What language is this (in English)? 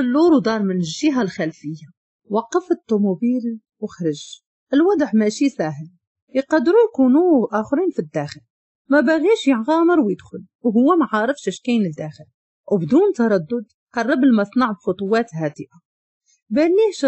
Moroccan Arabic